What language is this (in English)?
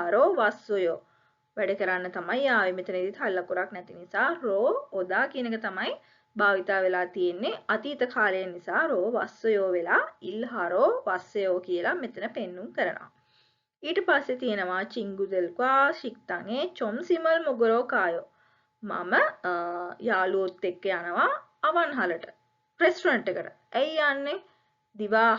Sinhala